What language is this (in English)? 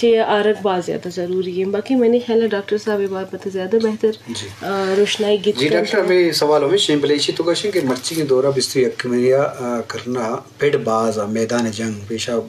Eastern Balochi